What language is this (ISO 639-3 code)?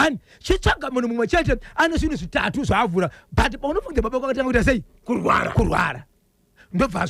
sna